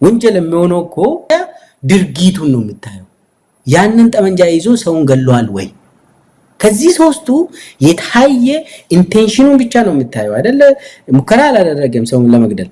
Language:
Amharic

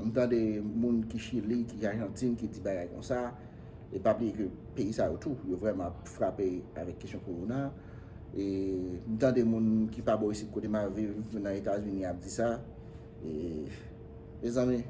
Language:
Haitian Creole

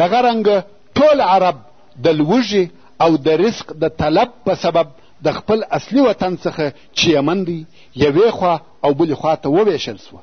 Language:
Pashto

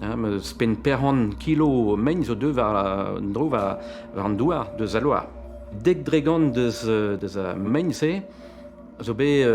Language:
Breton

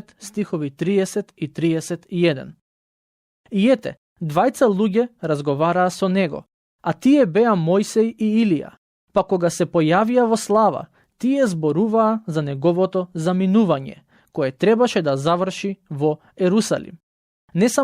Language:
Macedonian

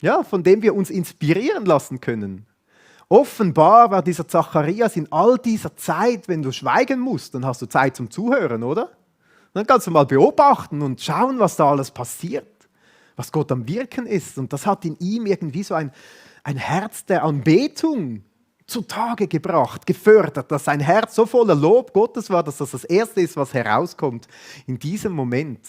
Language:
Swiss German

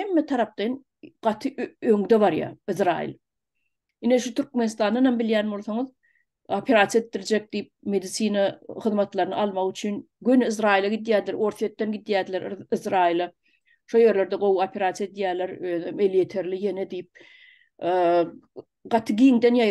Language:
Turkmen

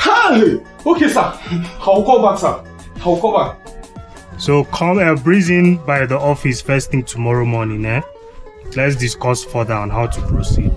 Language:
Nigerian Pidgin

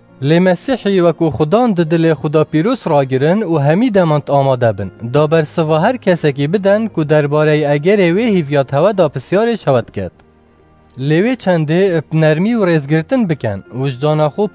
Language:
Kurdish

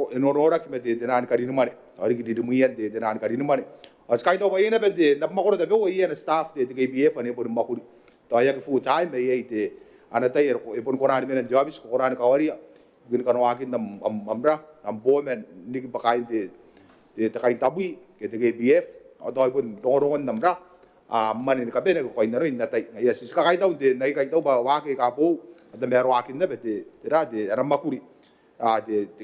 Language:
Gilbertese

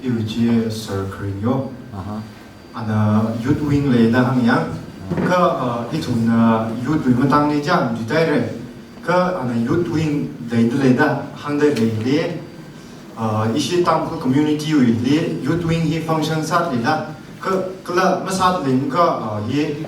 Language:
Tangkhul Naga (India)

